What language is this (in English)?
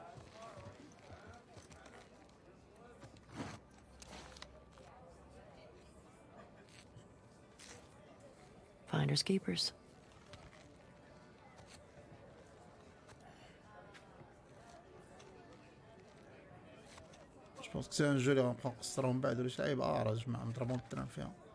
Moroccan Arabic